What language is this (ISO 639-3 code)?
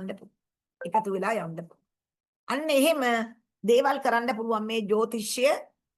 sin